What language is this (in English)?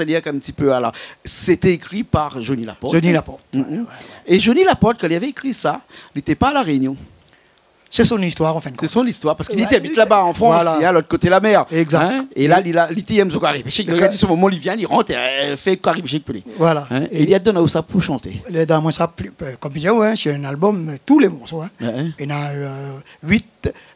Réunion Creole French